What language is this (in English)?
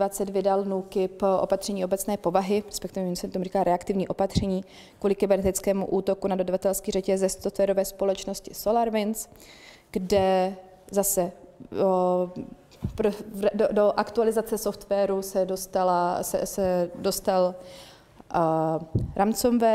Czech